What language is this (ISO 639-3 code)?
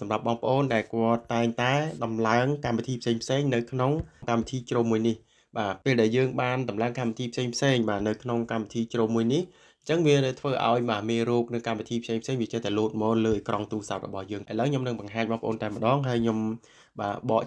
khm